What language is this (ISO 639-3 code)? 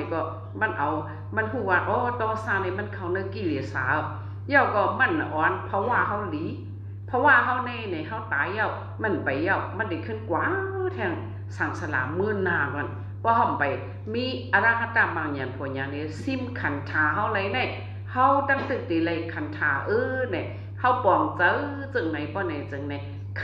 shn